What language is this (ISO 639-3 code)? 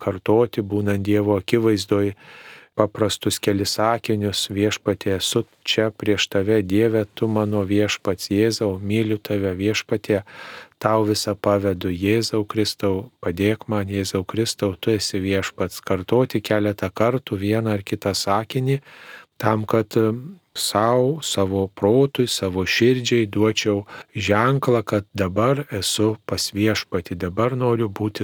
lit